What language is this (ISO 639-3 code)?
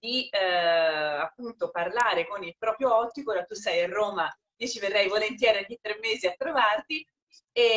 ita